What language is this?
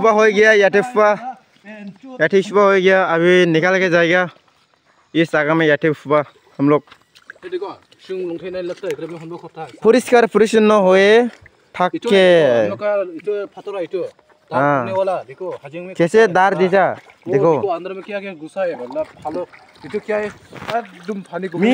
Dimasa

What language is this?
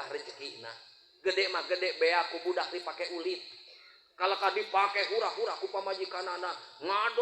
Sundanese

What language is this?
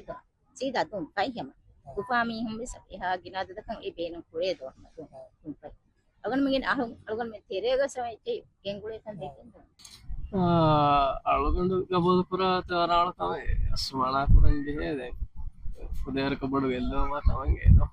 Divehi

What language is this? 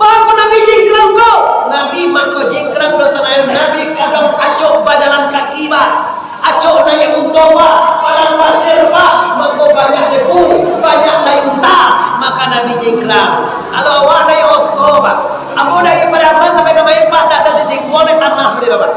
Minangkabau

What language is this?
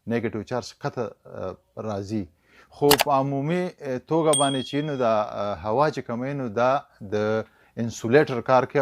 Pashto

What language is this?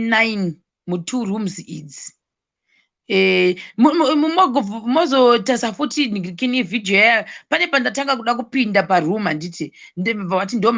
Shona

